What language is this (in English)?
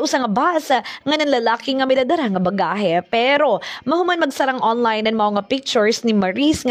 Waray